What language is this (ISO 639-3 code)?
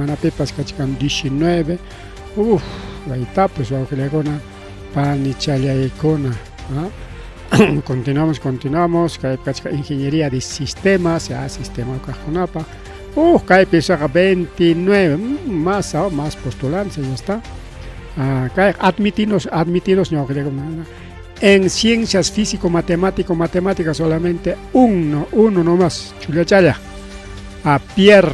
quy